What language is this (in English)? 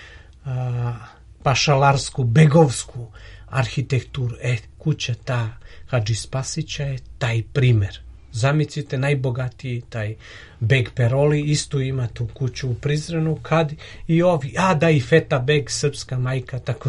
Serbian